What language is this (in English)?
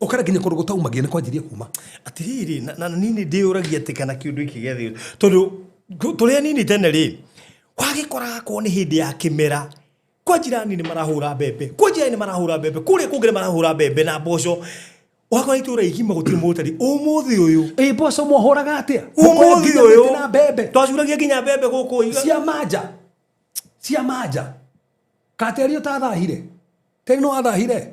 Kikuyu